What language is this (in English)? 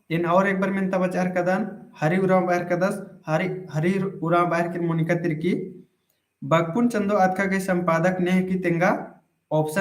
Kurukh